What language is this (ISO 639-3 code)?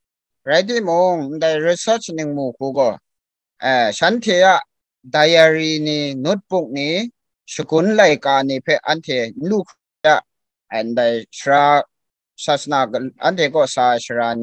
kac